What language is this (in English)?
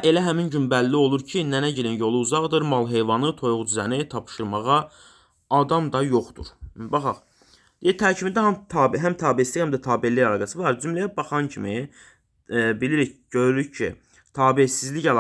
Azerbaijani